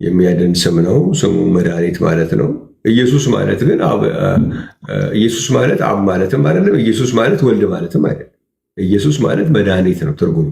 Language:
Amharic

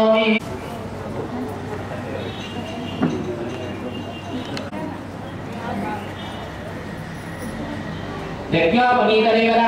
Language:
Telugu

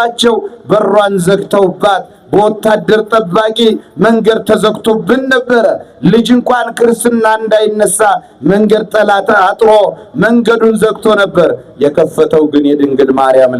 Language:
Amharic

